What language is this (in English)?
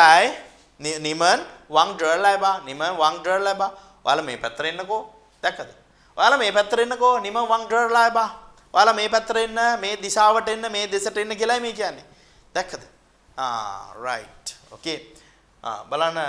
Sinhala